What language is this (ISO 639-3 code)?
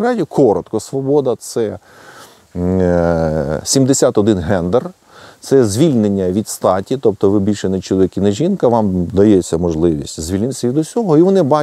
ukr